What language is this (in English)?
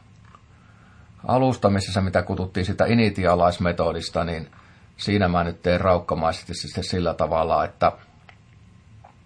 Finnish